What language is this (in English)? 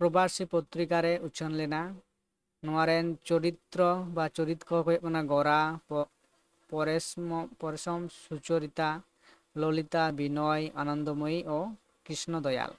Santali